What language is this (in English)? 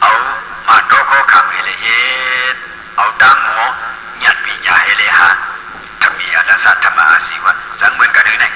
Shan